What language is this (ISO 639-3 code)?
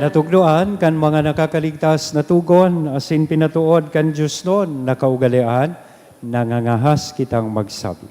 bik